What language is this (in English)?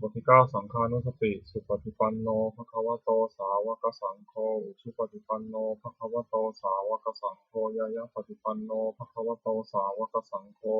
Pali